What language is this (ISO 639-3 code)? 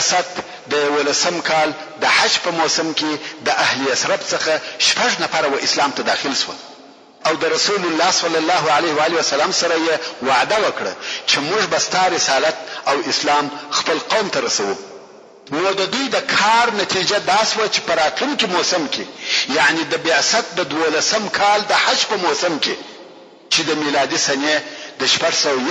pus